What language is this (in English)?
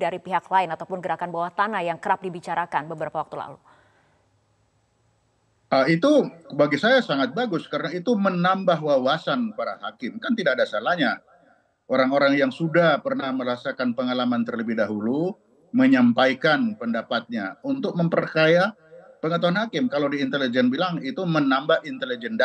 Indonesian